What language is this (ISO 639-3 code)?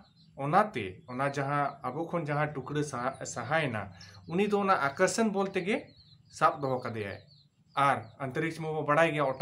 sat